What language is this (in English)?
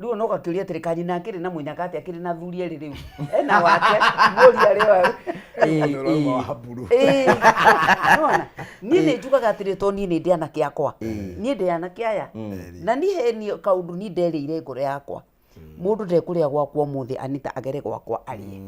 Kikuyu